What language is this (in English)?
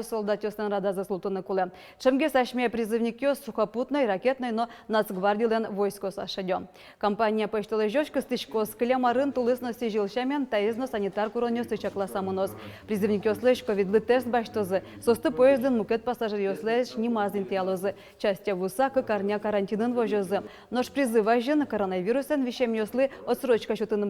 Udmurt